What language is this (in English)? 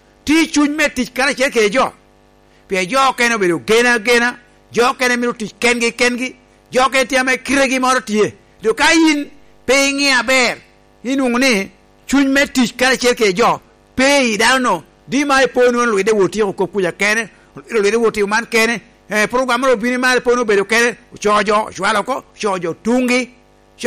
Lango (Uganda)